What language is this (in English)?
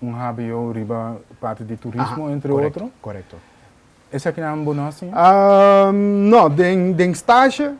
Papiamento